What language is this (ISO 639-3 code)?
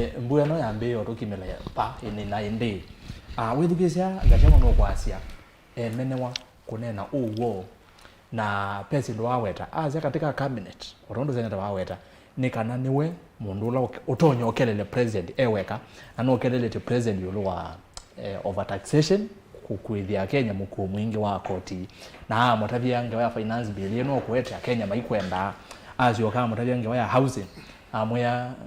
kam